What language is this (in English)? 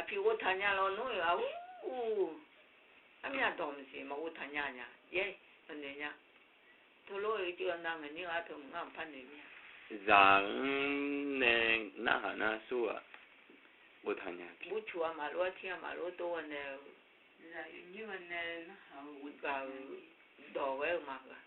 Akha